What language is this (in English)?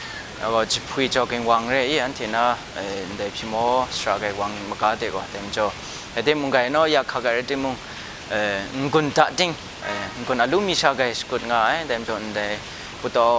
Rawang